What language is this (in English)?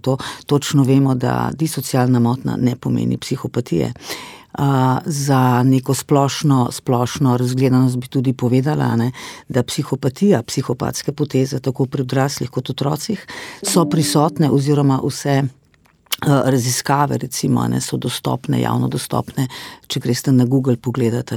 Slovenian